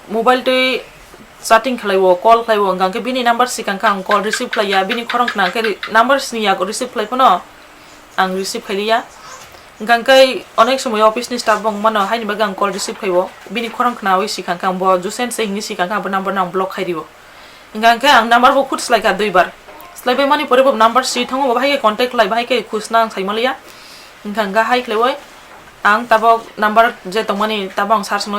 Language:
Kok Borok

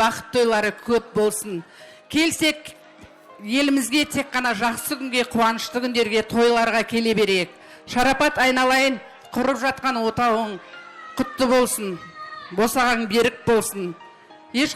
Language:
Kara-Kalpak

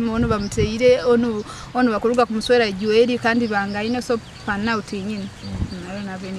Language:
Nyoro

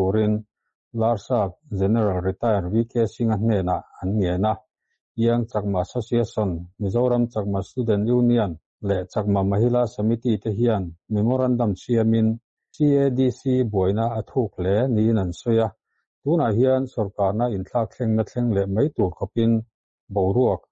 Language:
Mizo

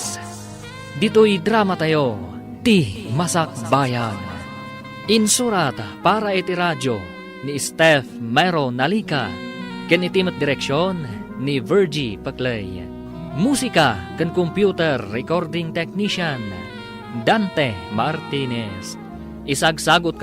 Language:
Iloko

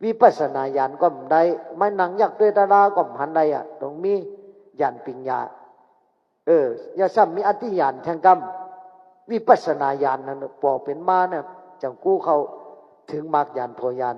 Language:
Shan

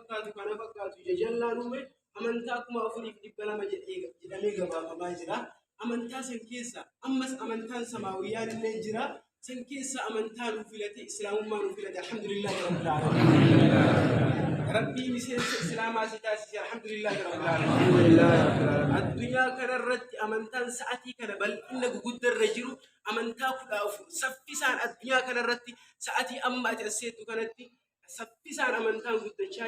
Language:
Oromo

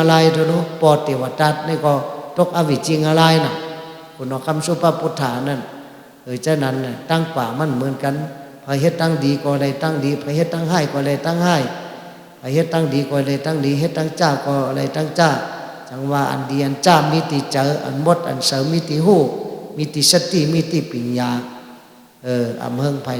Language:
Shan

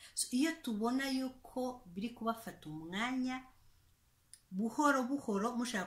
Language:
Kinyarwanda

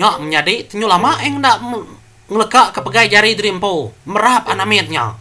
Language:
Iban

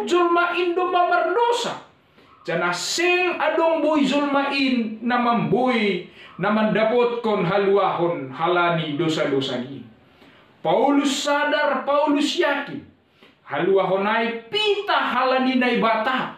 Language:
Batak Simalungun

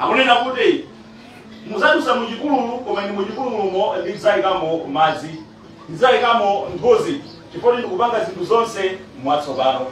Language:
Nyanja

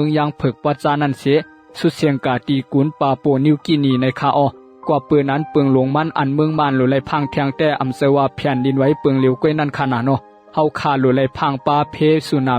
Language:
Shan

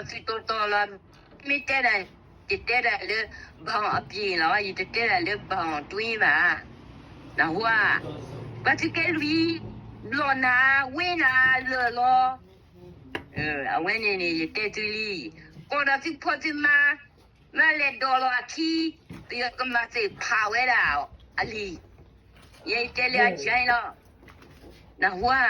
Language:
S'gaw Karen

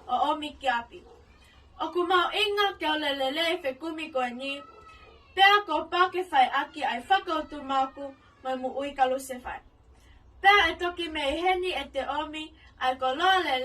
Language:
Tongan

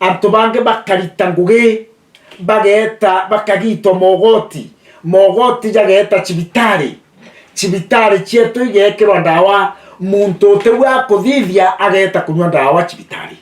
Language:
Meru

